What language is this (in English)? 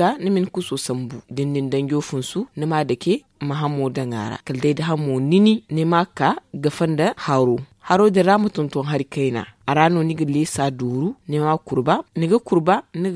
Zarma